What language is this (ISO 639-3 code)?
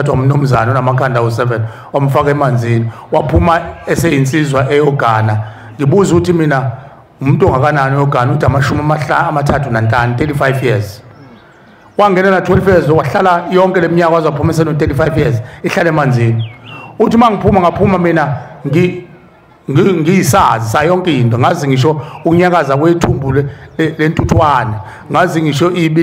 zul